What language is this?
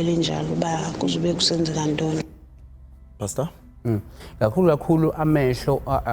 Zulu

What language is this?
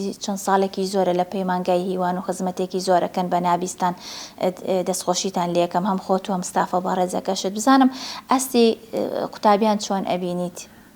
Central Kurdish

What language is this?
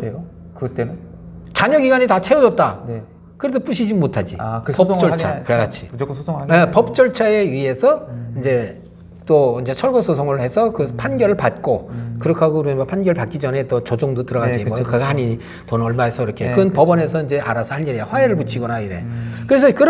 Korean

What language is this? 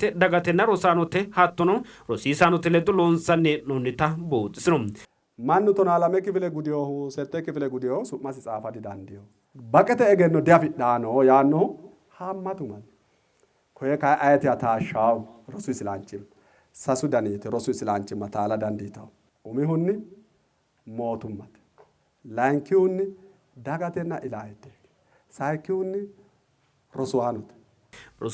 Sidamo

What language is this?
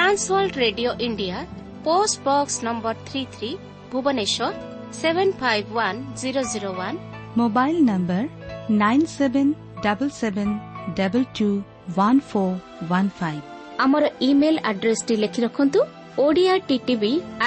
Odia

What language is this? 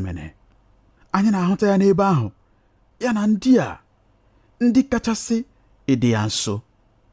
Igbo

